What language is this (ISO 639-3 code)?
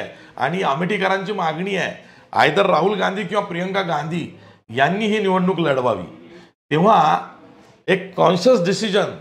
mar